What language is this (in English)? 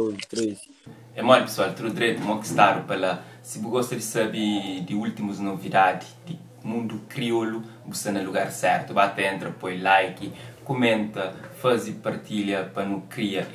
Kabuverdianu